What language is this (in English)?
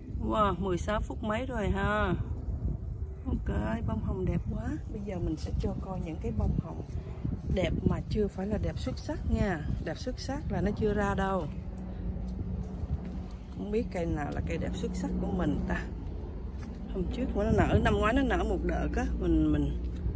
Vietnamese